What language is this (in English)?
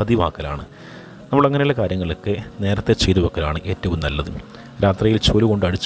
Malayalam